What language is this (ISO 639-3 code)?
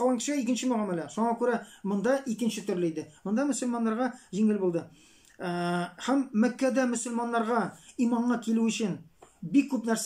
tat